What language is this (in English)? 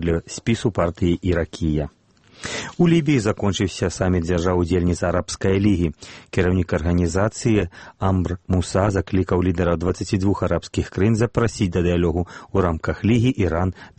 Belarusian